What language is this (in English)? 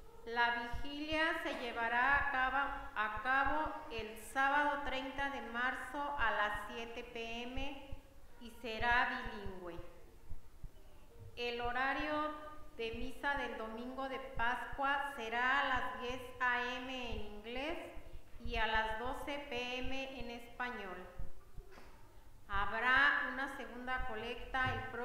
Spanish